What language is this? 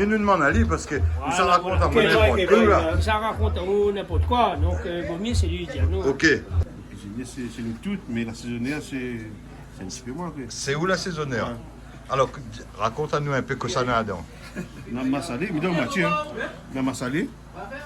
Réunion Creole French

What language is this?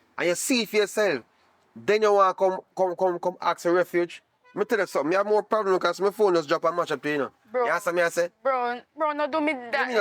Jamaican Creole English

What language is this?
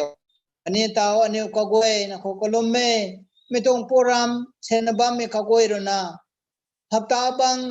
Rongmei Naga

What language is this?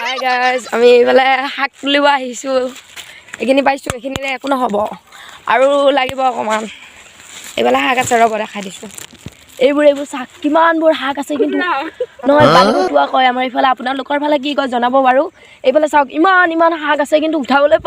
Assamese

